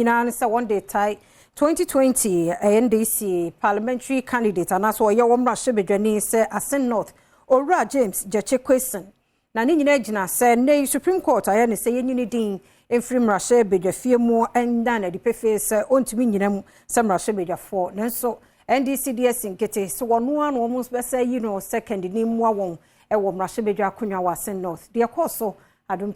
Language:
Akan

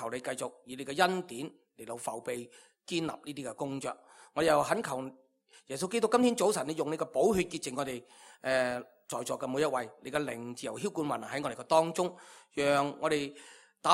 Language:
Cantonese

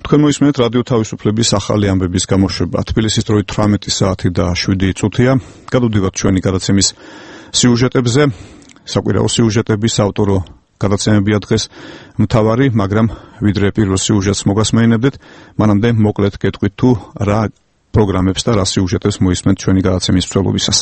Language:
Georgian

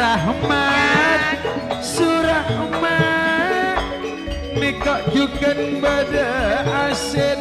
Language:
Madurese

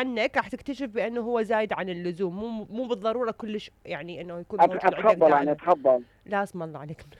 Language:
Mesopotamian Arabic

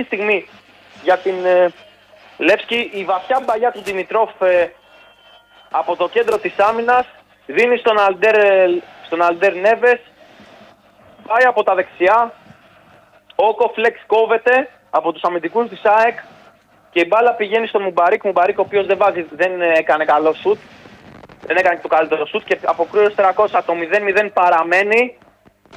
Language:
Greek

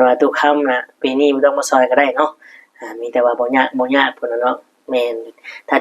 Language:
Northeastern Thai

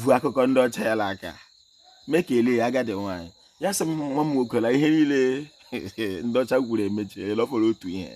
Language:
Igbo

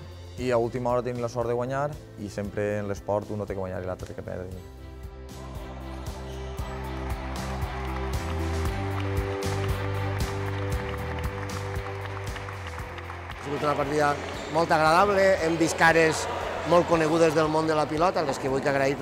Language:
Catalan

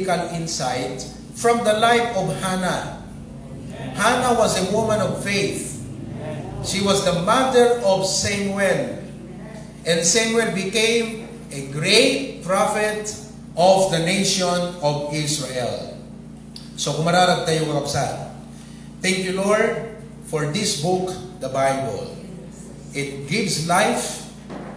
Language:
Iloko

